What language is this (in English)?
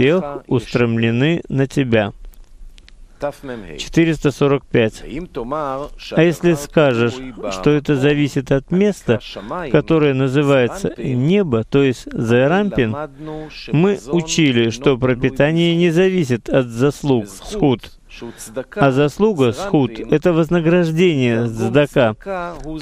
Russian